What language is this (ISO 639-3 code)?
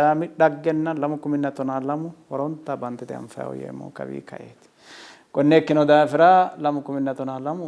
sid